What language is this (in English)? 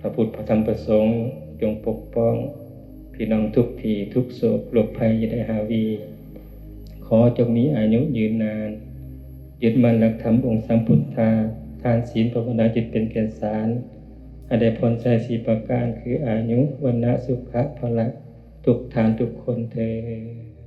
Lao